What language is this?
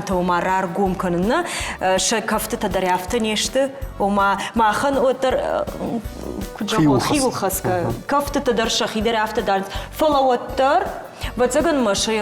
Ossetic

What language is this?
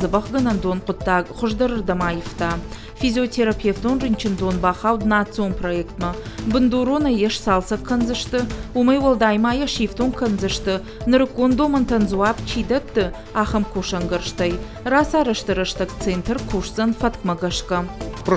Ossetic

